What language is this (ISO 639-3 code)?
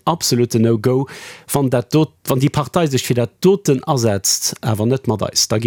ltz